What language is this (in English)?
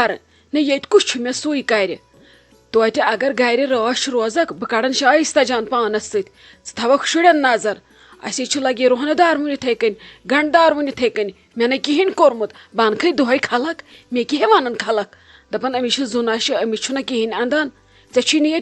Kashmiri